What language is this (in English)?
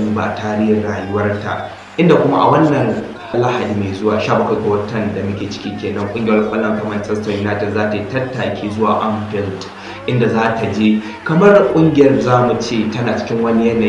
Hausa